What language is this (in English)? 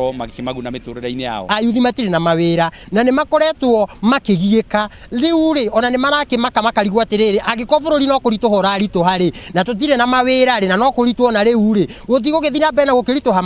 Kikuyu